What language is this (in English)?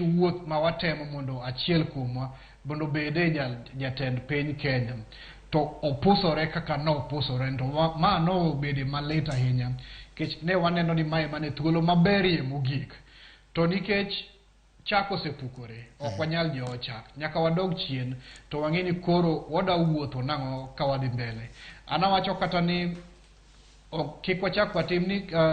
Luo (Kenya and Tanzania)